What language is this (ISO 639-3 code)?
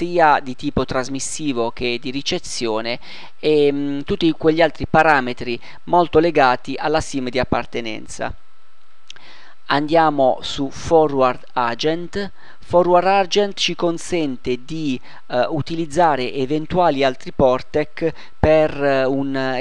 ita